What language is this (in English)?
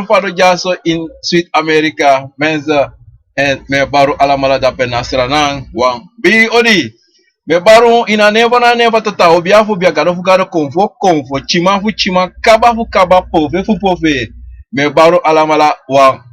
Sranan Tongo